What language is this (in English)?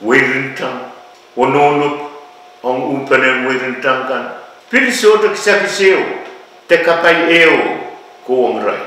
Pohnpeian